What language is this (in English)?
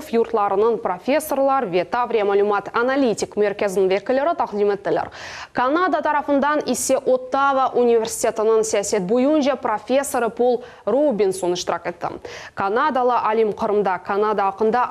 Crimean Tatar